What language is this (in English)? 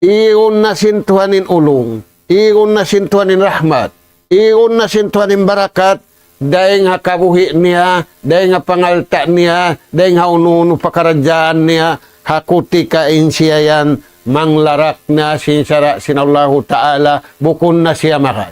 Tausug